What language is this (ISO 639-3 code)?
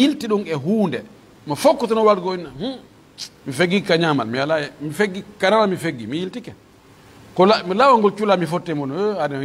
fuf